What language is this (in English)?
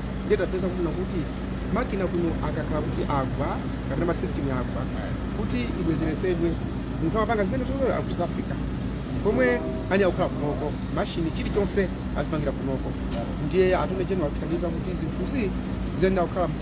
Nyanja